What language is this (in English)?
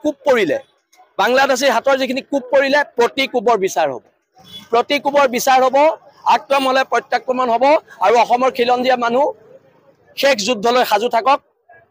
Assamese